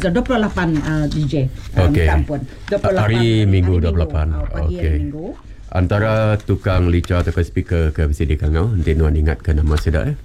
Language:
Iban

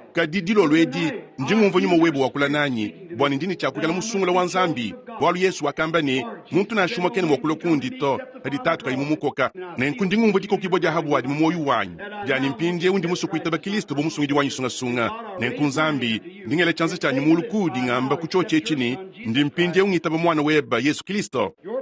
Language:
Luba-Lulua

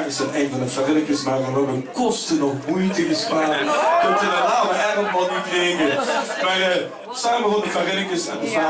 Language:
Limburgish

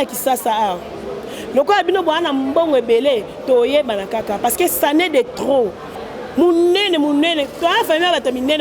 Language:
Lingala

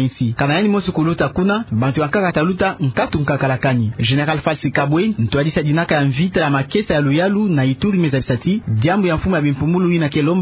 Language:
Kituba (Democratic Republic of Congo)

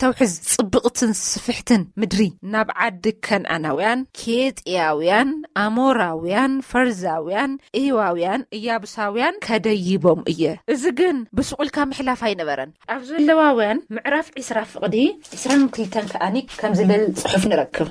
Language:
Tigrinya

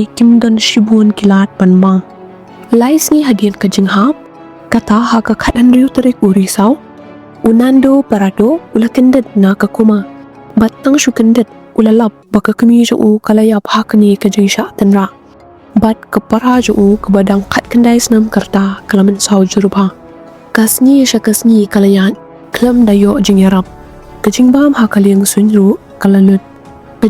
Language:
Khasi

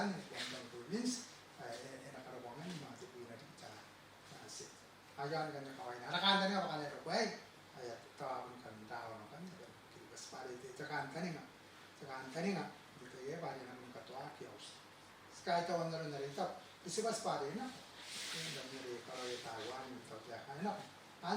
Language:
Gilbertese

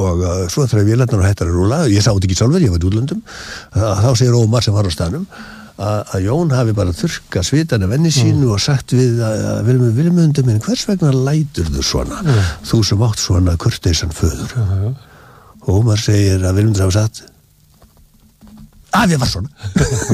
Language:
Icelandic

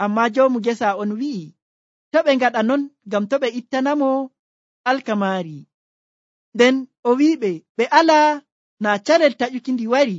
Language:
Nigerian Fulfulde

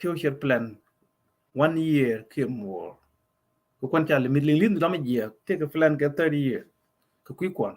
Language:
Nuer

